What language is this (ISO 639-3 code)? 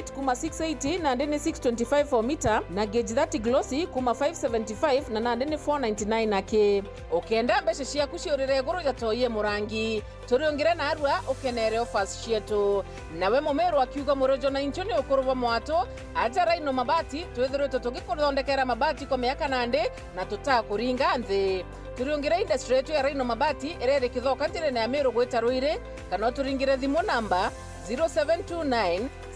mer